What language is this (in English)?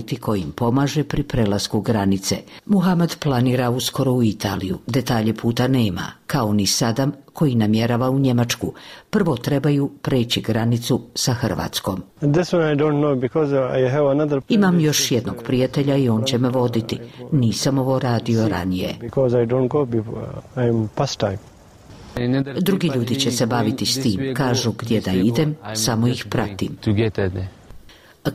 Bosnian